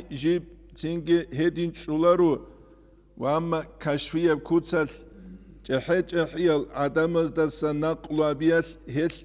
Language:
Avaric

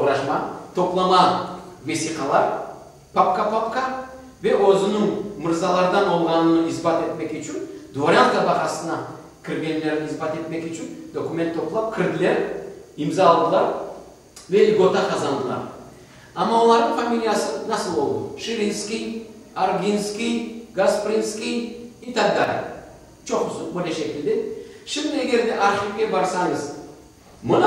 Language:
Crimean Tatar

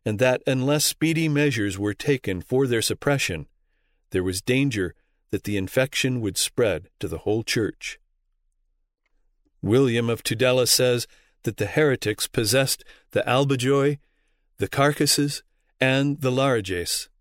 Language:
English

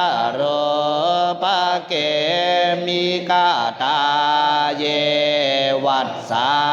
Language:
Pali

